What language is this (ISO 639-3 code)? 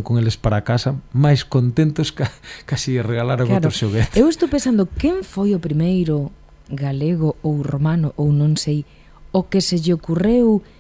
glg